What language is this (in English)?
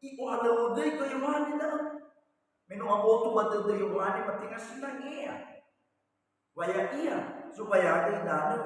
Nias